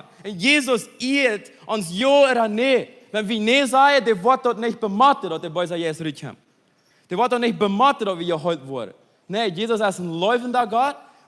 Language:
Plautdietsch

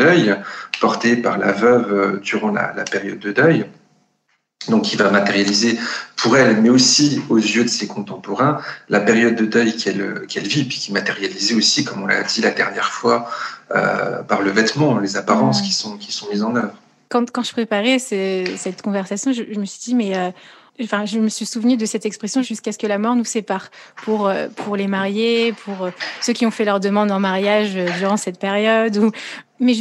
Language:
French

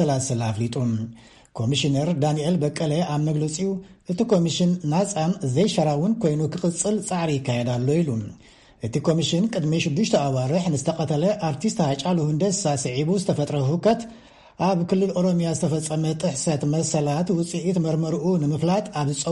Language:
Tigrinya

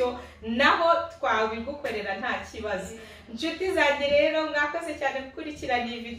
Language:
Kinyarwanda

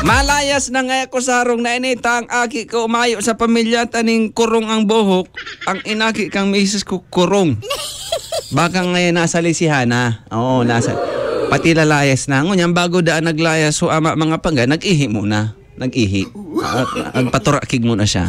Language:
Bikol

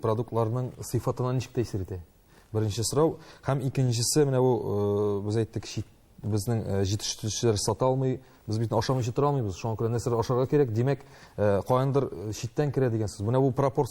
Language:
Tatar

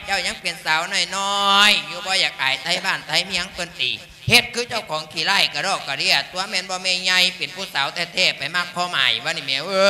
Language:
Lao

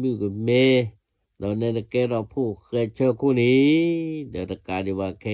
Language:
S'gaw Karen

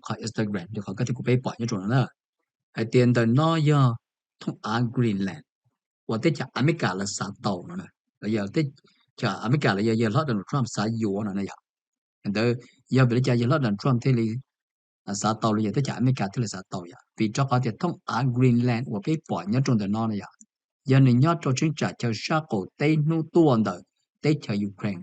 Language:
Hmong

